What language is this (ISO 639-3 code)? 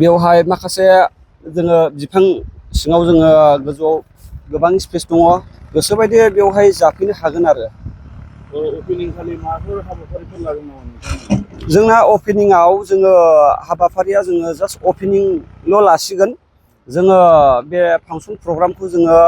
brx